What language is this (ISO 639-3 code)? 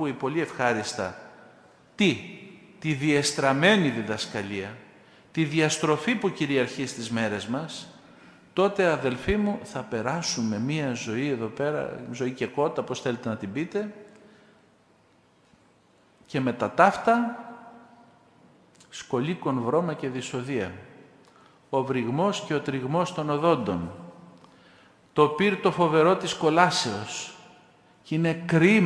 ell